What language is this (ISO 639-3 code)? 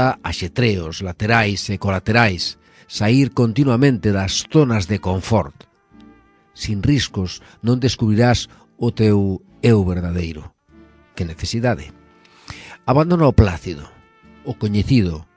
glg